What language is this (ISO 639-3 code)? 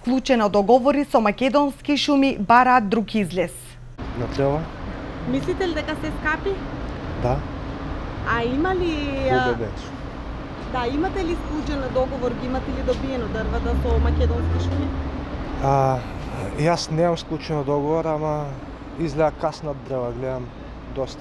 mkd